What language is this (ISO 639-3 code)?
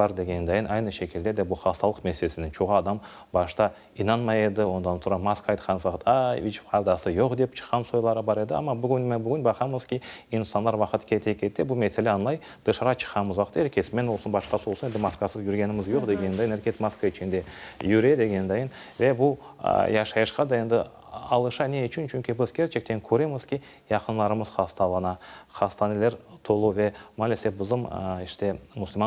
crh